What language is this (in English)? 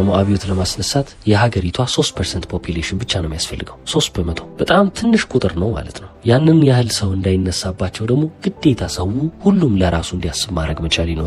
Amharic